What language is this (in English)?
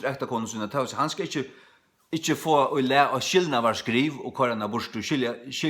Faroese